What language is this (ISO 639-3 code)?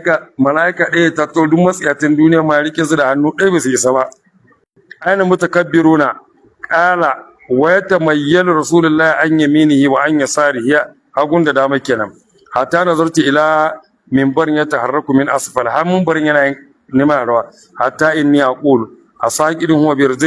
hau